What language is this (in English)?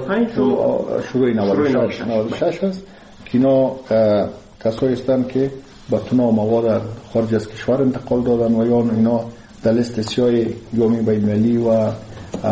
Persian